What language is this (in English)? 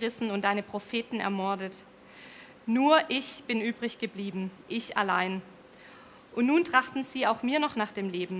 Swiss German